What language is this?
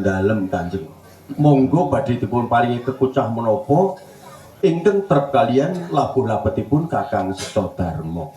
Javanese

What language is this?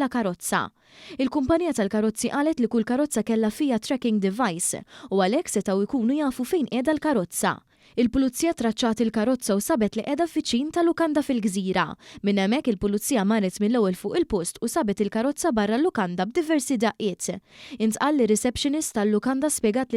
Maltese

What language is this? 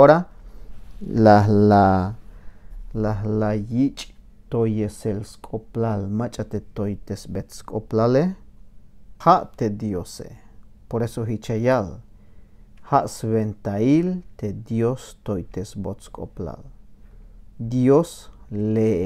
Tzeltal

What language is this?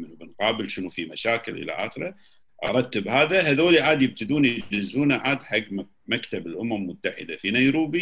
Gulf Arabic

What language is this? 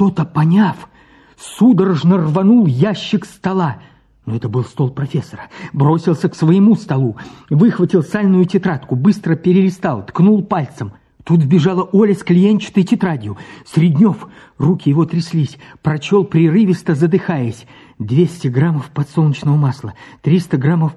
Russian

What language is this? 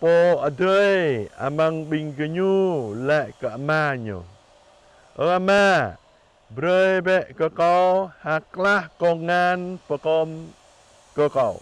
Jarai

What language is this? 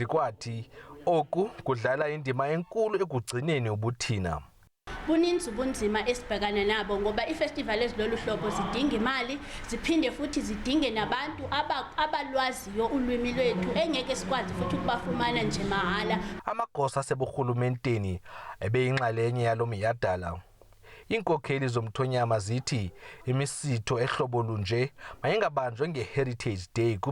Zulu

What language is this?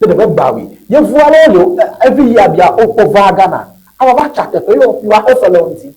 Ewe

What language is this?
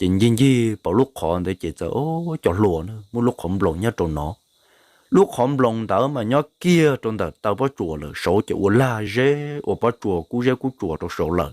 Hmong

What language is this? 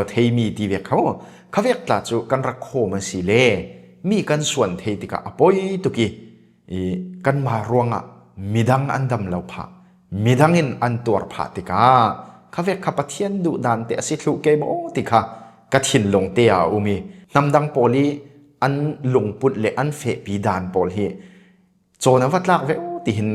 Falam Chin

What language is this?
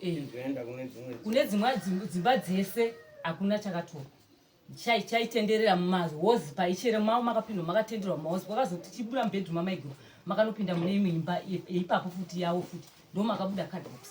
Shona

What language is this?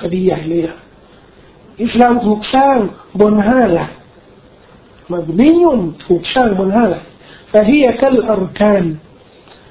Thai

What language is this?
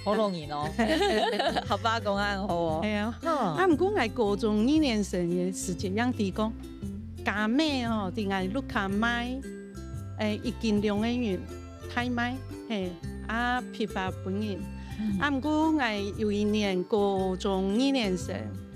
Hakka Chinese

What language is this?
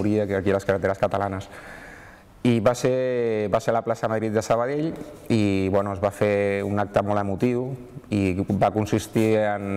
Catalan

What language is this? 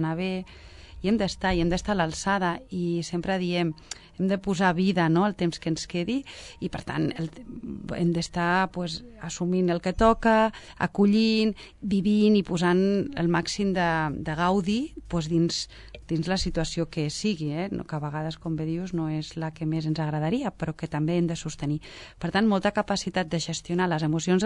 Catalan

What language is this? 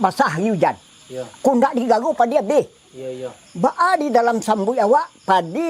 Minangkabau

